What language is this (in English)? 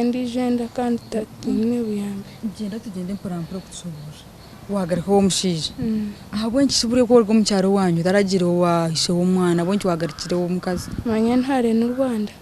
Nyankole